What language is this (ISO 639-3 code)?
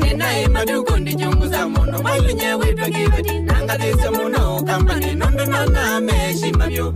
kam